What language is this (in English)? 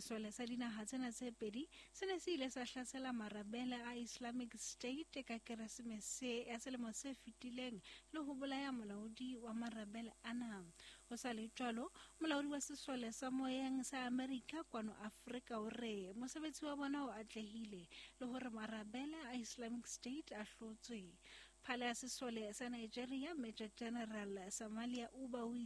Southern Sotho